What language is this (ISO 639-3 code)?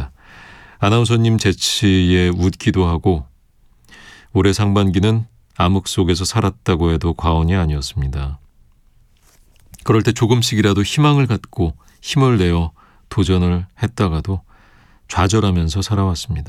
kor